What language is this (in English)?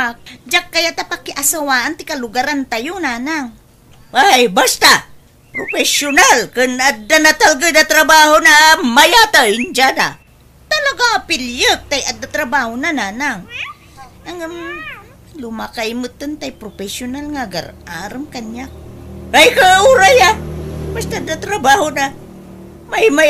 Iloko